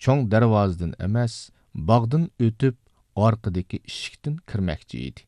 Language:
Uyghur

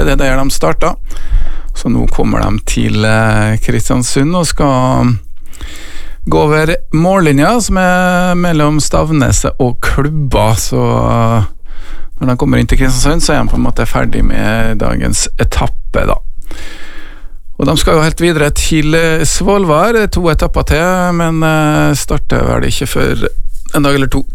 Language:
Norwegian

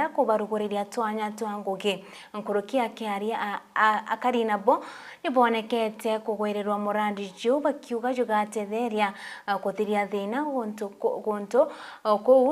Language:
Meru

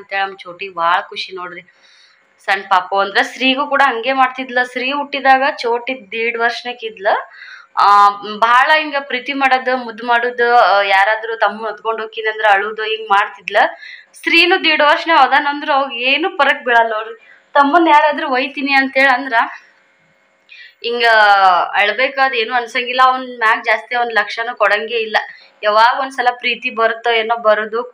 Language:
Kannada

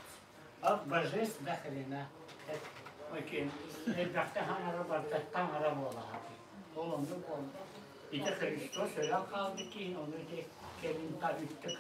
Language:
Yakut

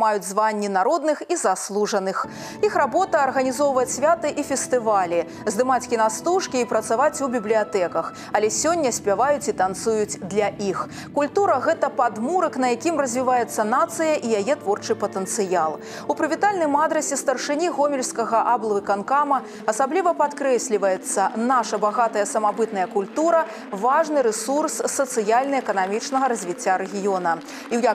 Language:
Belarusian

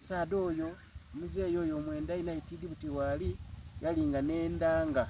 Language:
Soga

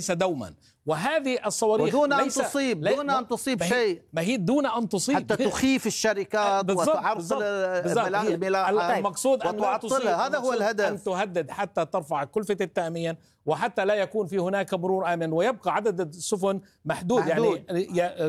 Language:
Arabic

